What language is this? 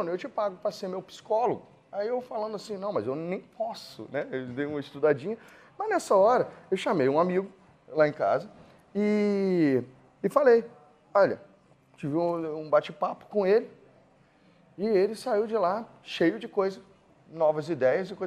Portuguese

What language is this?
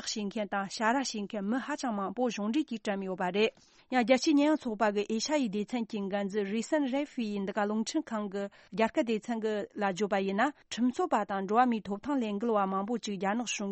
Tibetan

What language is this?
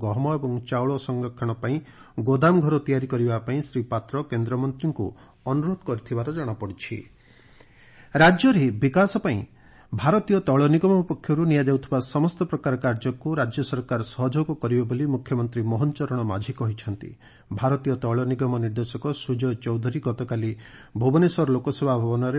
Odia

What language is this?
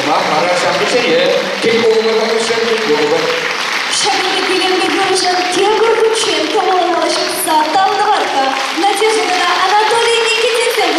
Chuvash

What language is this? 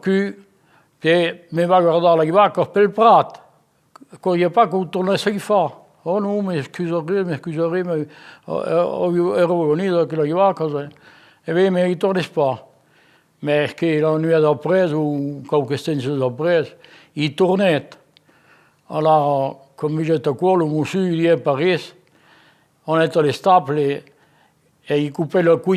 Occitan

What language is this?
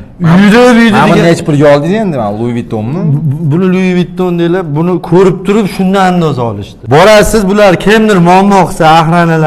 Uzbek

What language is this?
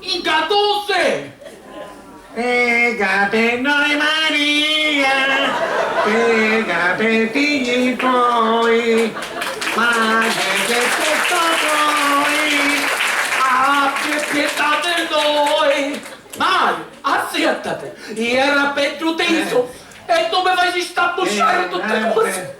Sicilian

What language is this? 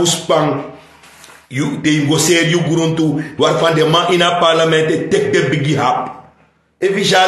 Sranan Tongo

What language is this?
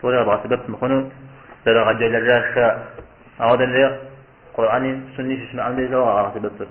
Kabardian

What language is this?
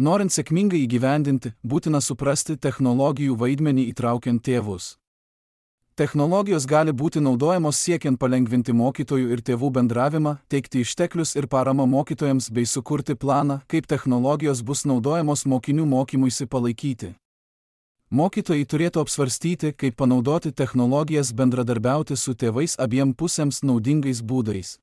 Lithuanian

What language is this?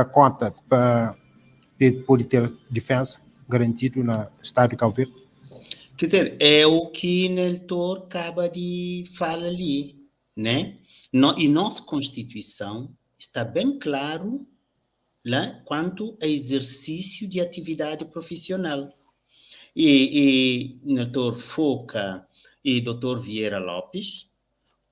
Kabuverdianu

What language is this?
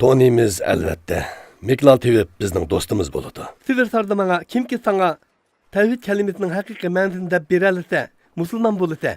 Uyghur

